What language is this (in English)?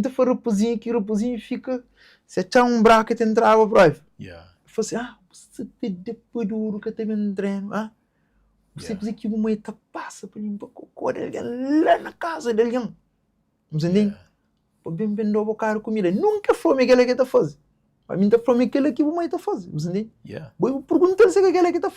Kabuverdianu